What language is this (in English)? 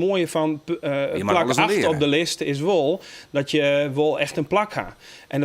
Western Frisian